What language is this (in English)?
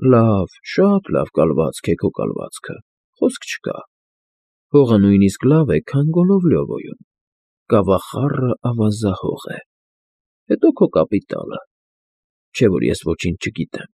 Armenian